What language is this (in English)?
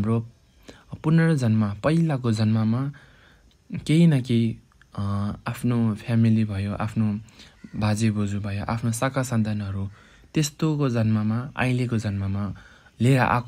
Nepali